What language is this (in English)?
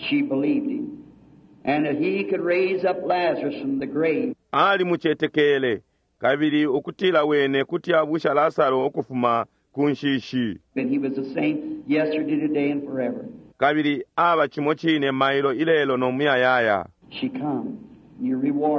Bemba